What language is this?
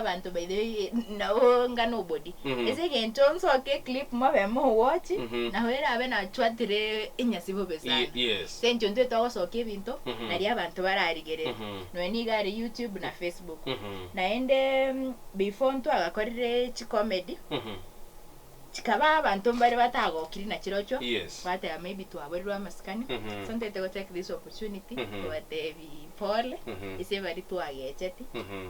Gusii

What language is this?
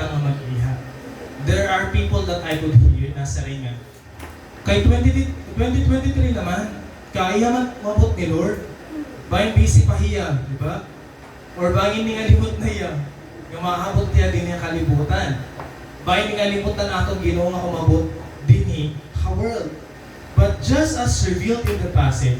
Waray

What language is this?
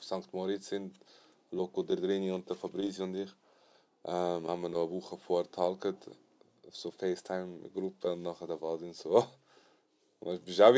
Swiss German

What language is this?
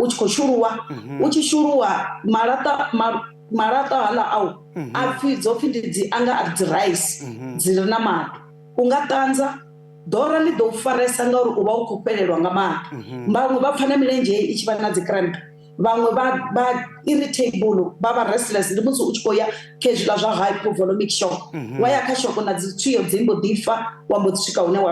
Venda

